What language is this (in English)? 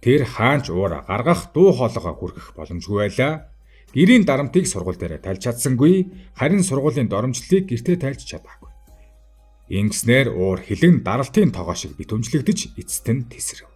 Mongolian